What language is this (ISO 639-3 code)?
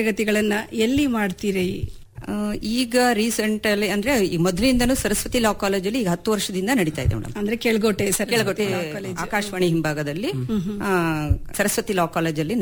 kan